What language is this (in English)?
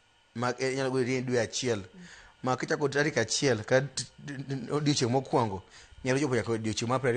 Luo (Kenya and Tanzania)